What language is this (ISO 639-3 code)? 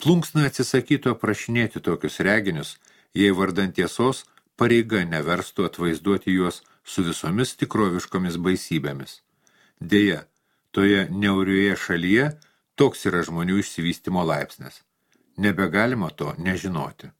lit